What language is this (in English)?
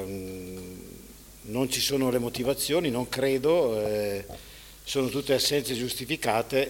Italian